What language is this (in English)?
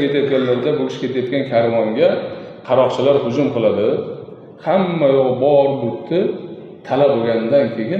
Uzbek